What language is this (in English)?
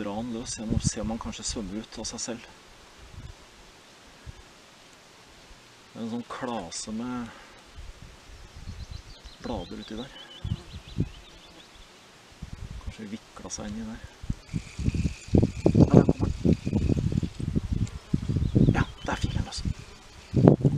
Norwegian